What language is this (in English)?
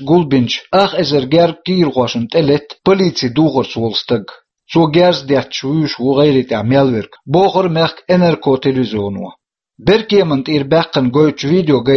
Chechen